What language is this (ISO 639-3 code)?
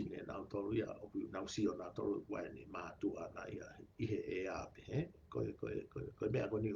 ton